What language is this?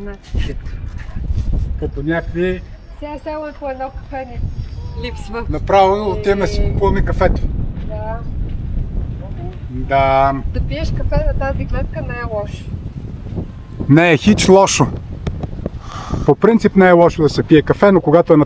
Bulgarian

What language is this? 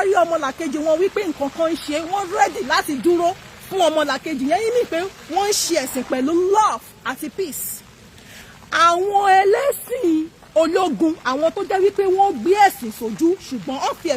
Yoruba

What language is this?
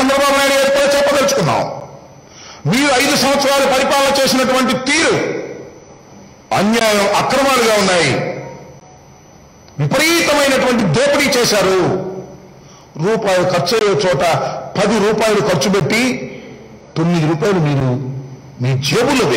Telugu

